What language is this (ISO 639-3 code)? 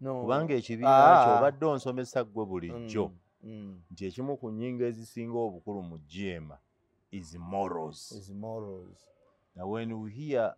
lug